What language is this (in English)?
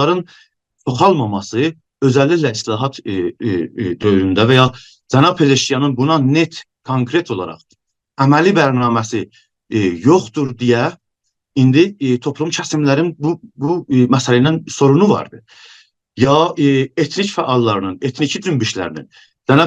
South Azerbaijani